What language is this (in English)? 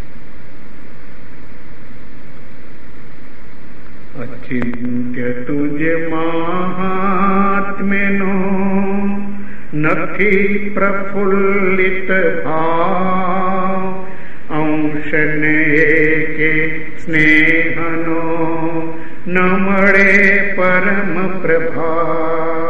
Gujarati